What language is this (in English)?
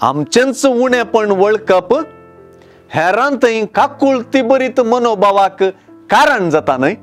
Konkani